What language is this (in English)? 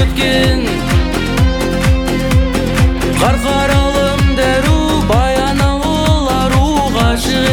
Kazakh